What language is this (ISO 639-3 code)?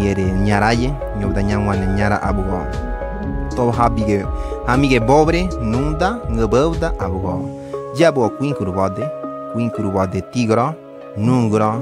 gym